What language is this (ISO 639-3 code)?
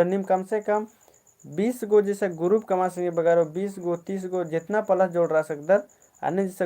kru